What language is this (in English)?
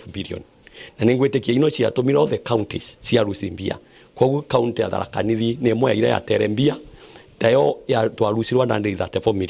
Meru